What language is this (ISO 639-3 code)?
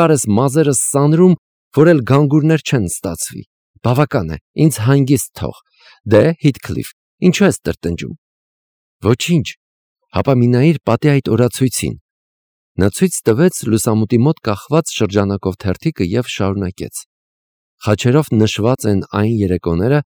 hye